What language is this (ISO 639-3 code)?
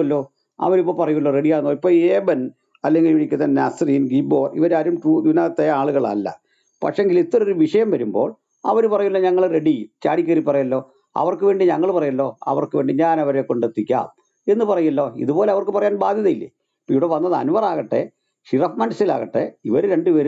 mal